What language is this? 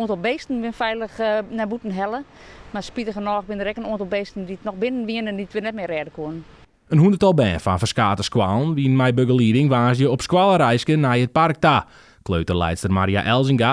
Western Frisian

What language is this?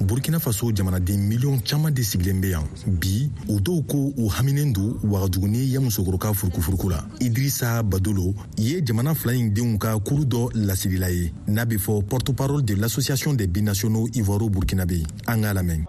Bambara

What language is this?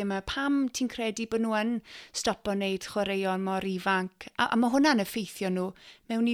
Welsh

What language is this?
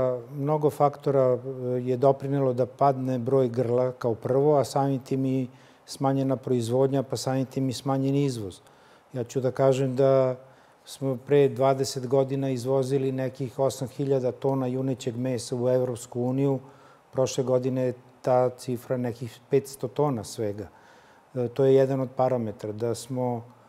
Serbian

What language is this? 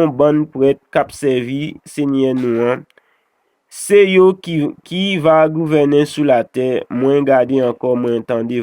Haitian Creole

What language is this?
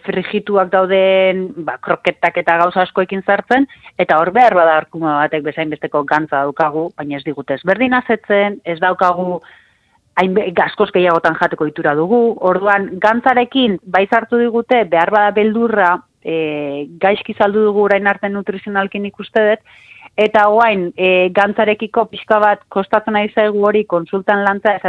Basque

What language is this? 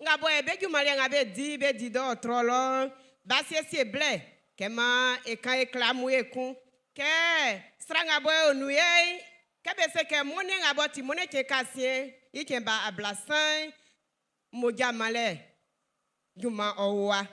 Baoulé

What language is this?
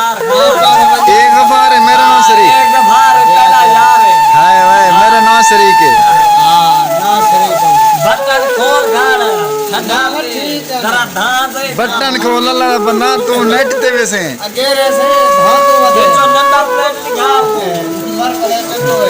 Saraiki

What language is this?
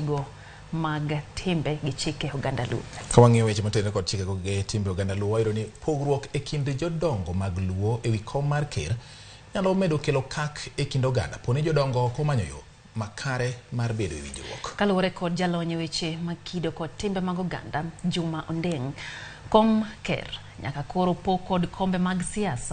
Luo (Kenya and Tanzania)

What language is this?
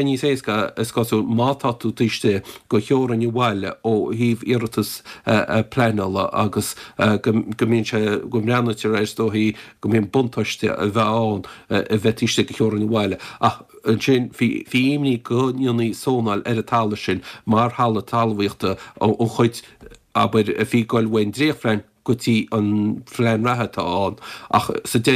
Irish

